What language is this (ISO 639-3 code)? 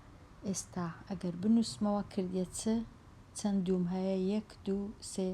ckb